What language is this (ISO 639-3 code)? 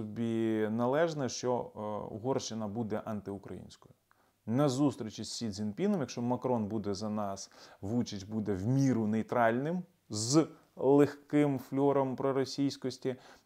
ukr